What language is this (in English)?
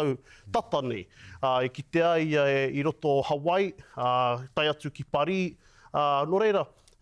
Māori